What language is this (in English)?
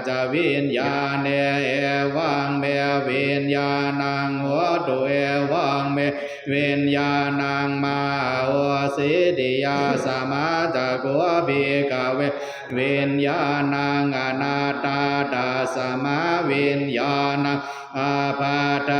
Pali